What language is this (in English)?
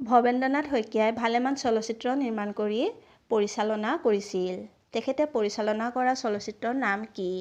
Assamese